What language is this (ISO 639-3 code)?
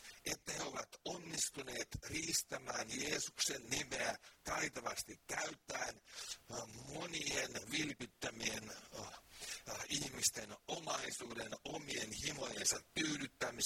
fin